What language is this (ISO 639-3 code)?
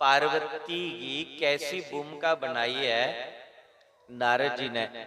doi